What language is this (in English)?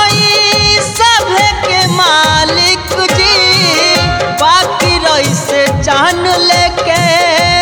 Bhojpuri